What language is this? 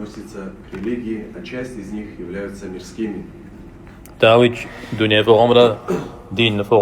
Kabardian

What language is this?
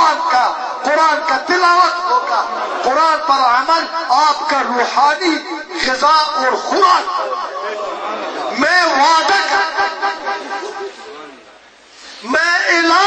Urdu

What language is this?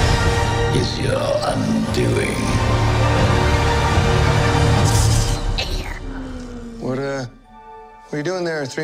Danish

